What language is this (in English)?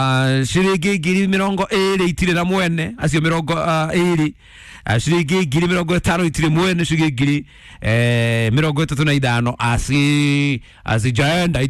Kikuyu